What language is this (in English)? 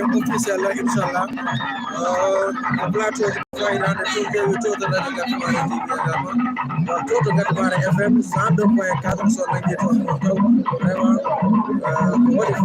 Fula